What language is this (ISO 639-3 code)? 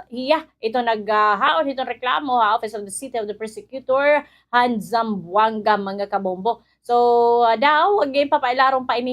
war